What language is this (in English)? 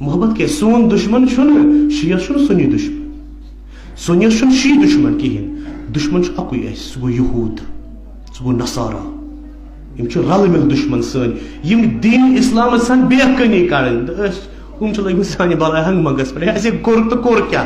Kashmiri